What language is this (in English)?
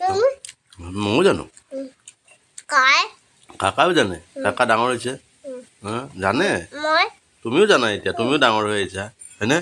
Assamese